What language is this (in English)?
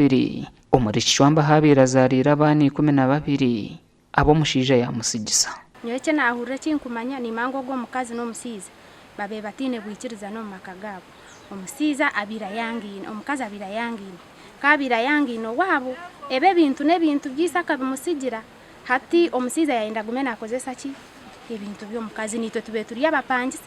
Nyankole